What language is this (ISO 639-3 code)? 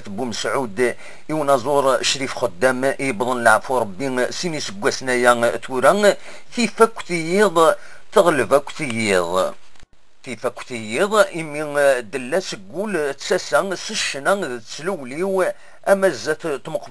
kab